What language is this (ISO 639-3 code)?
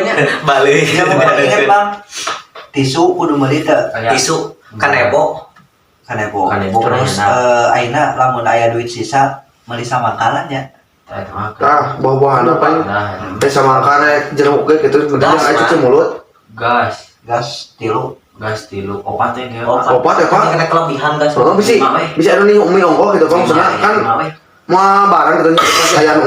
sun